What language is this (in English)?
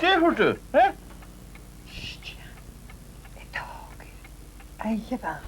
Scottish Gaelic